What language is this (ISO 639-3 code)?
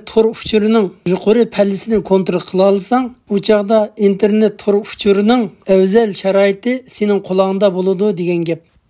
uig